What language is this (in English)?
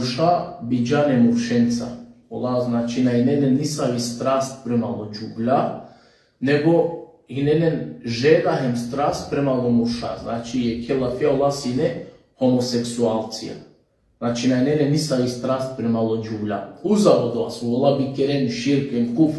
Balkan Romani